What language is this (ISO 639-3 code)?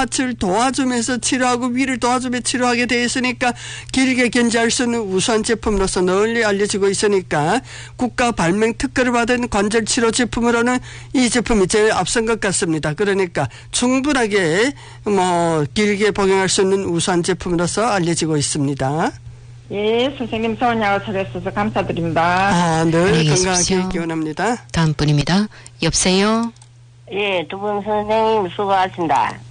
kor